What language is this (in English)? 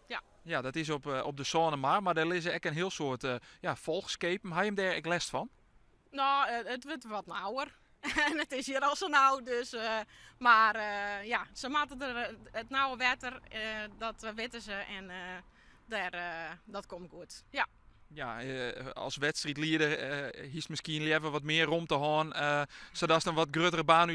Western Frisian